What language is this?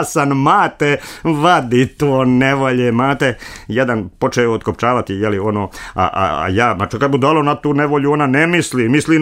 Serbian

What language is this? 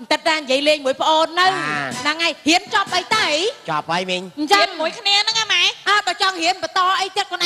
Khmer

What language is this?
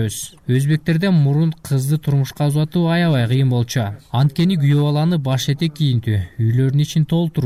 Kyrgyz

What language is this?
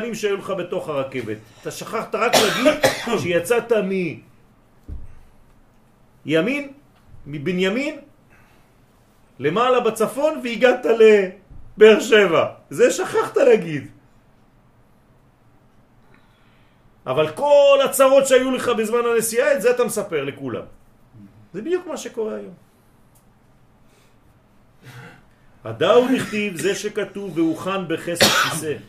Hebrew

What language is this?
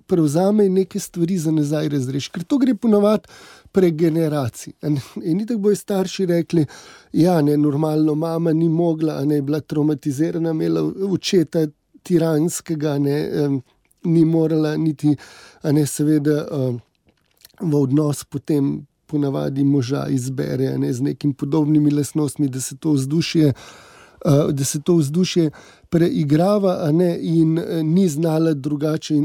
Slovenian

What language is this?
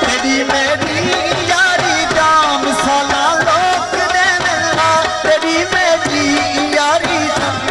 Saraiki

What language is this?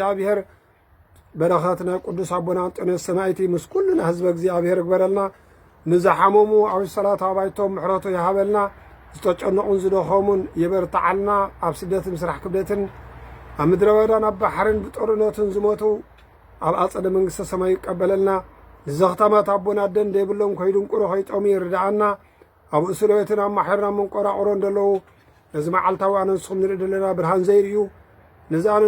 Tigrinya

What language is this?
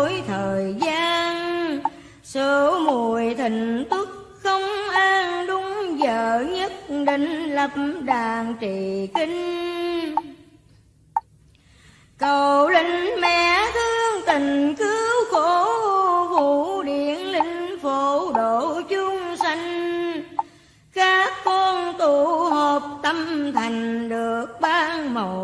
Vietnamese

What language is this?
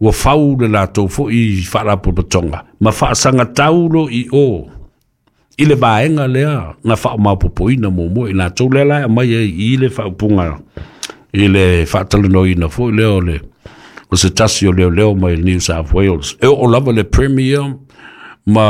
Samoan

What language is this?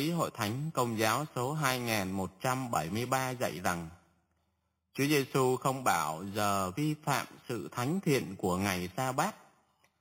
Vietnamese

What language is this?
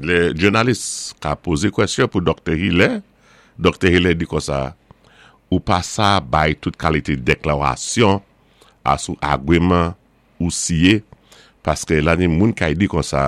Saint Lucian Creole French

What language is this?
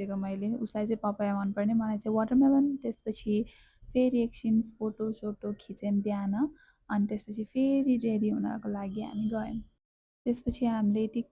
Nepali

